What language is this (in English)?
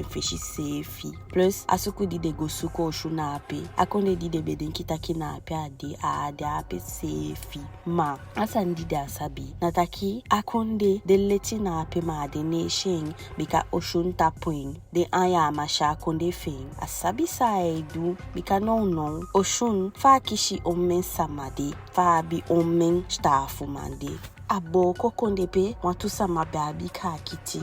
Eastern Maroon Creole